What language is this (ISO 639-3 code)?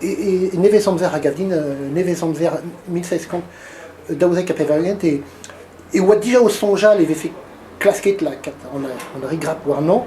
bre